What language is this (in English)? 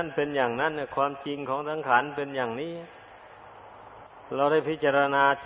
Thai